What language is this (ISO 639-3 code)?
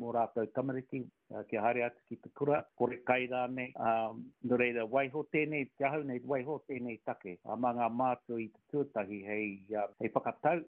mri